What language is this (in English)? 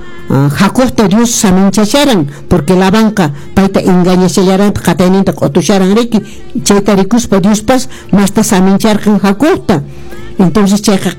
Quechua